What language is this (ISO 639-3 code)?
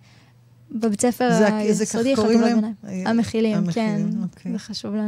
heb